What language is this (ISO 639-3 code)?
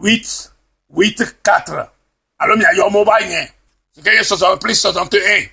ewe